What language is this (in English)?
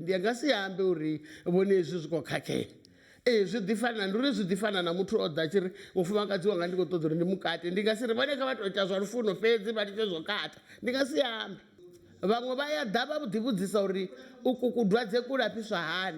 Venda